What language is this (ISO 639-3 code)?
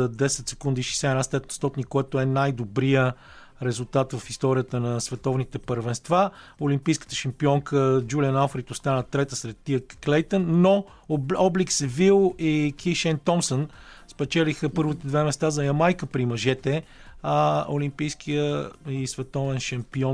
bul